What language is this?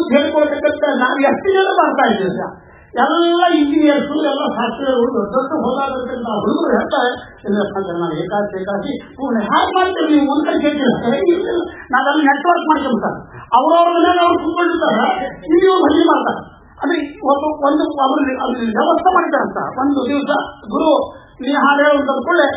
Kannada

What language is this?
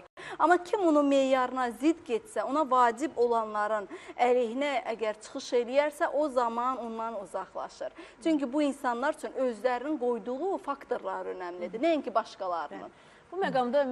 Azerbaijani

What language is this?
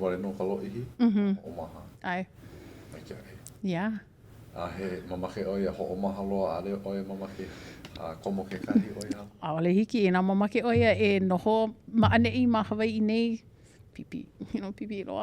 Hawaiian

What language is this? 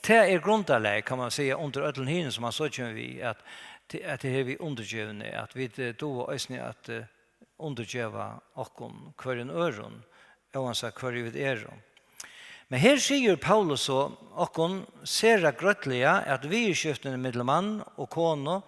Faroese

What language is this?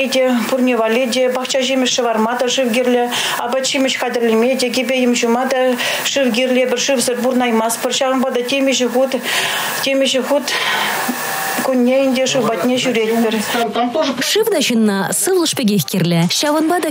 Chuvash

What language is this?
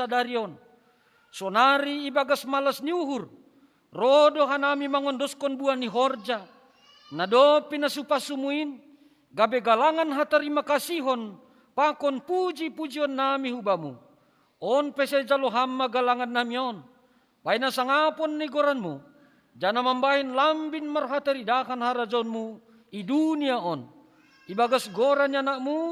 Batak Simalungun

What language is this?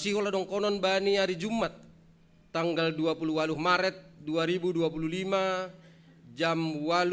Batak Simalungun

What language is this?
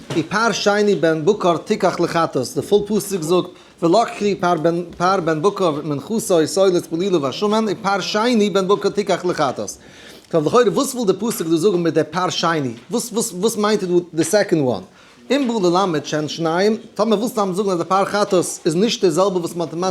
Yiddish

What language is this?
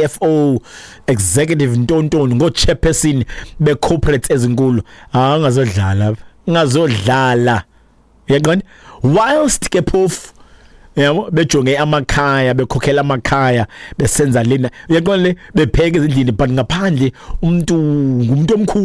Xhosa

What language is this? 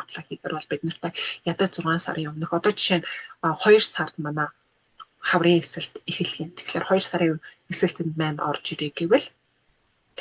Mongolian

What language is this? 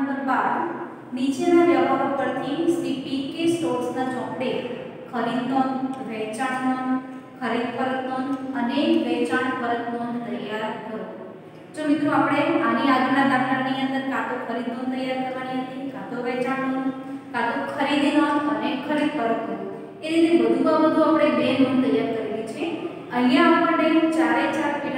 Gujarati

